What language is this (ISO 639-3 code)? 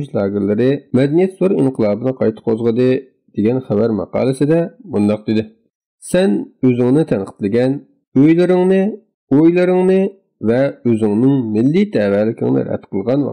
uig